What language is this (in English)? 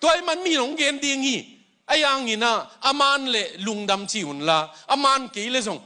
Tedim Chin